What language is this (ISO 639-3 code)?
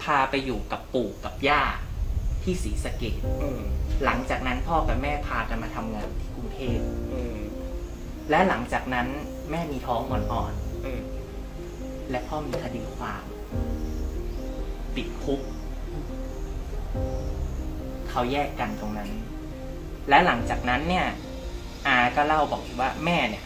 tha